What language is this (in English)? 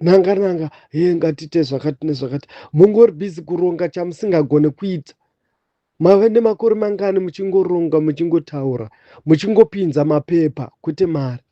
Shona